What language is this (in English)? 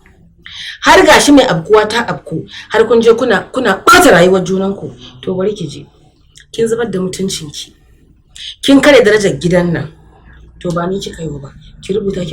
Hausa